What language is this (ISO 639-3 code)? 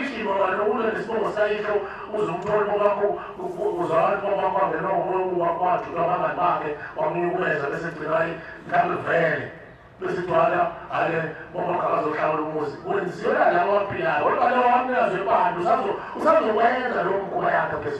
zul